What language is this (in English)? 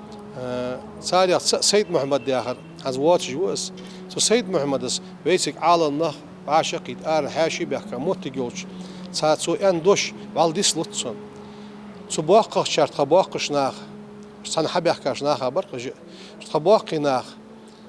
Ingush